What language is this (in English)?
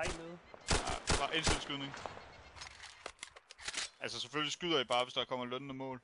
Danish